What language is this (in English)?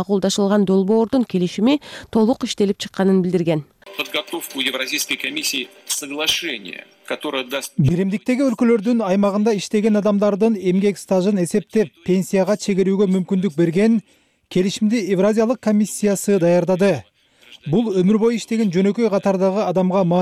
Kyrgyz